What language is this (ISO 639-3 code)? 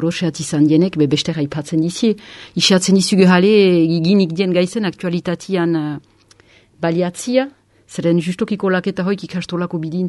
eus